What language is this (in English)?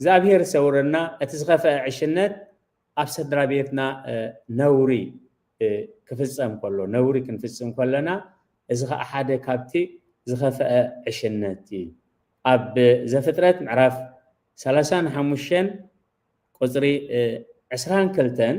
Tigrinya